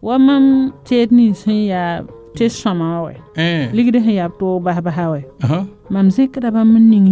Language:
Mossi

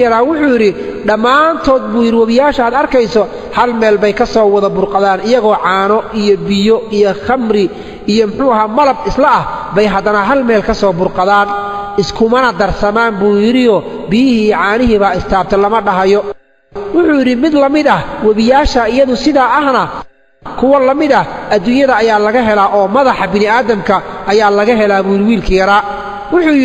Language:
Somali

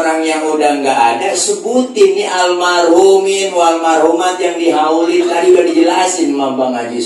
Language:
Betawi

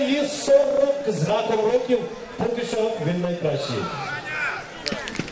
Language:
Ukrainian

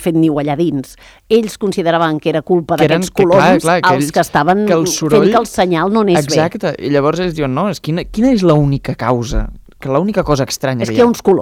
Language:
Catalan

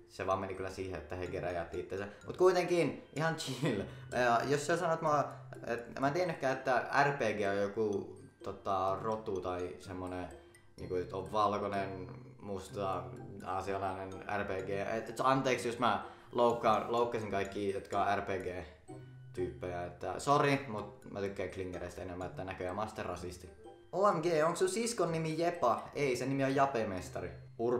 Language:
Finnish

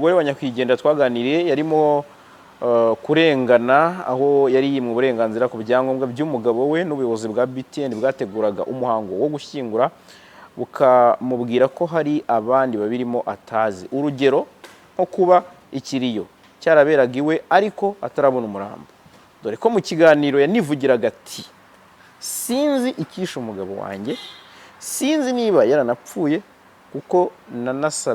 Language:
Kinyarwanda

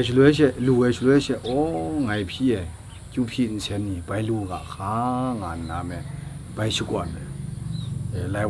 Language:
Kachin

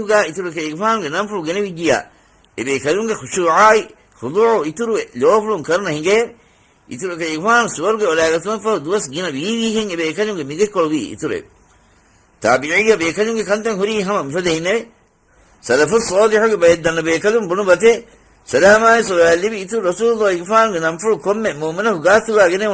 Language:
Divehi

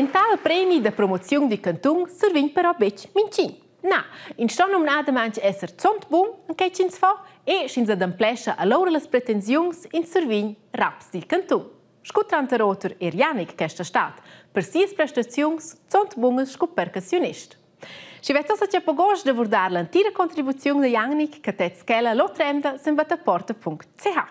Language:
Romansh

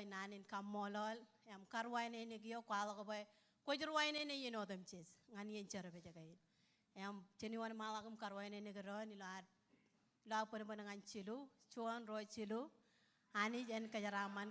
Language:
Marshallese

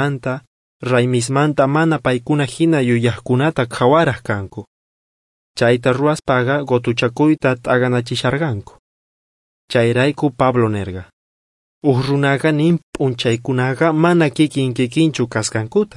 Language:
South Bolivian Quechua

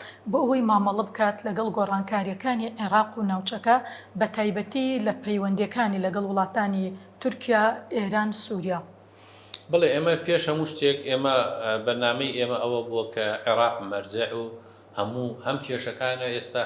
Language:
Central Kurdish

